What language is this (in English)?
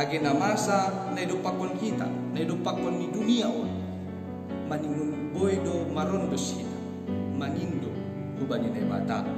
Batak Simalungun